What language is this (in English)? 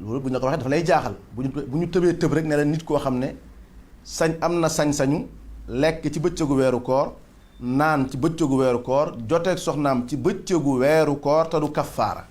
Wolof